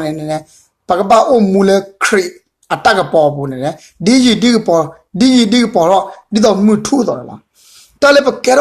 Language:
S'gaw Karen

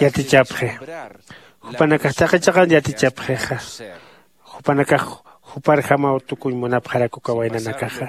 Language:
Aymara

